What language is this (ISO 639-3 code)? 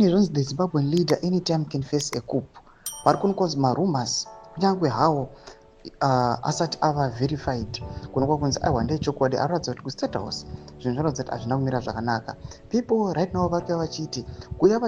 sna